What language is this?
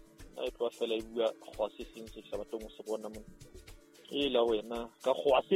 Southern Sotho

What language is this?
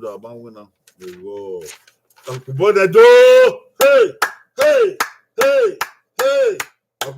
Bini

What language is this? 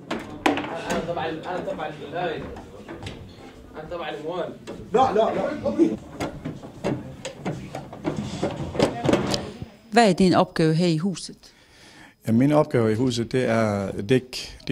Danish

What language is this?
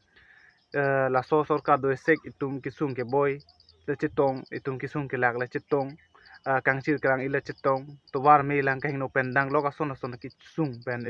Karbi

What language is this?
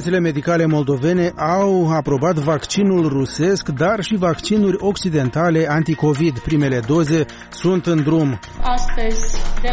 Romanian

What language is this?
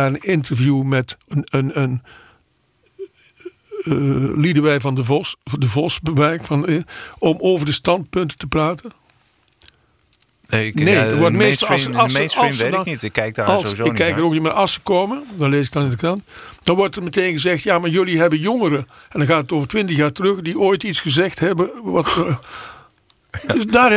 Dutch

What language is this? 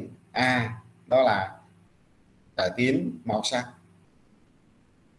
Vietnamese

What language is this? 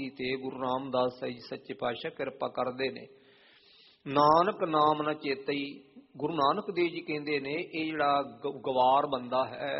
Punjabi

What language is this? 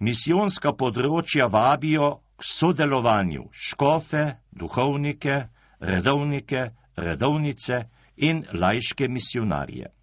Slovenian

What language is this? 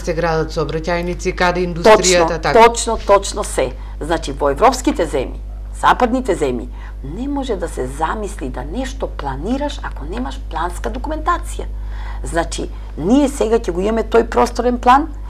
Macedonian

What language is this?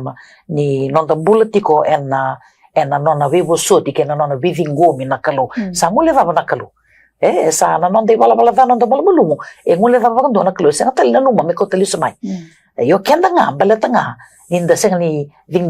Fijian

